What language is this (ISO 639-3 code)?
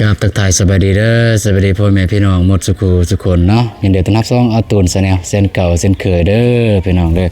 lao